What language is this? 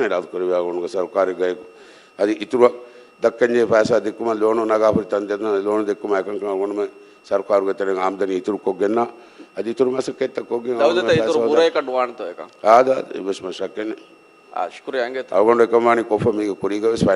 Divehi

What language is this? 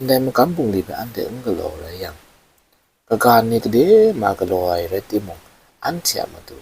Kachin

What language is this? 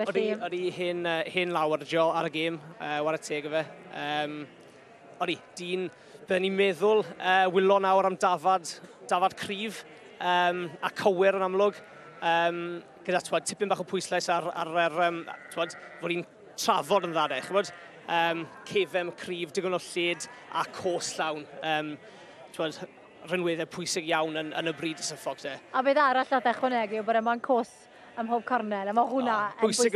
Welsh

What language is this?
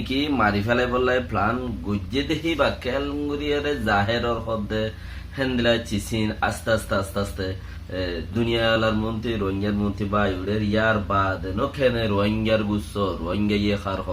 Rohingya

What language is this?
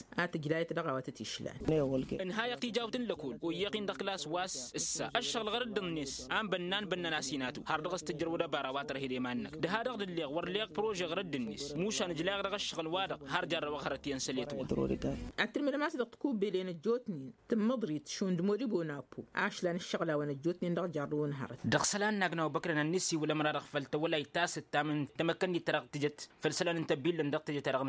Tamasheq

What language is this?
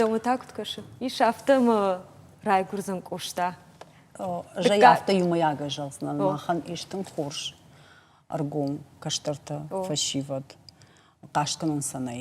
Ossetic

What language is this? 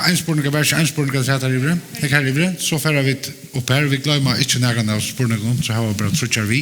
Faroese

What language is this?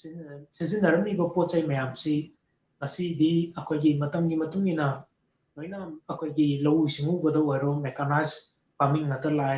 Manipuri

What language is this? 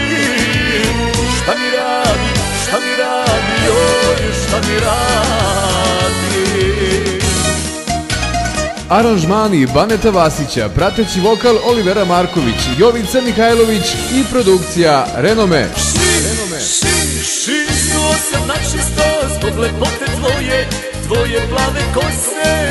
Serbian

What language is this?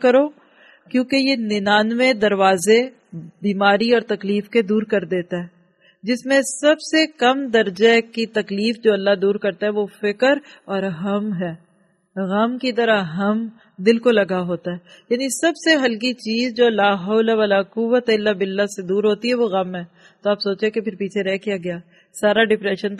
Urdu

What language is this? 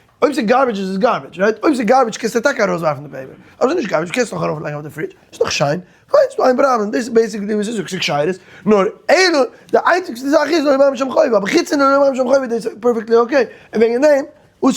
Yiddish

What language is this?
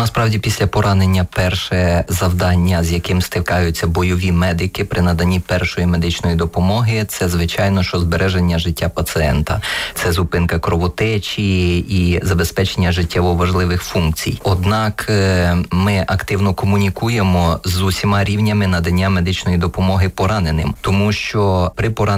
Ukrainian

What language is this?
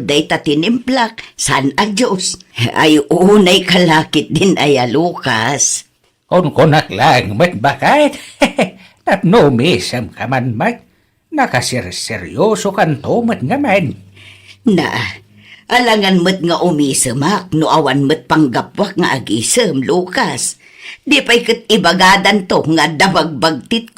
Iloko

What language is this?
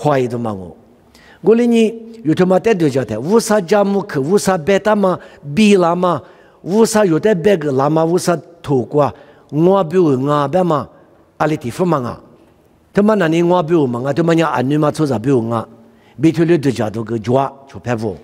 Lisu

